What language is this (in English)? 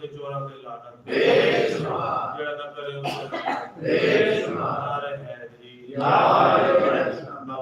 Saraiki